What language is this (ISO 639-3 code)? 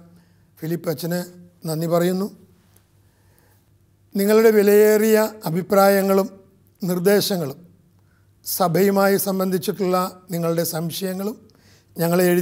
mal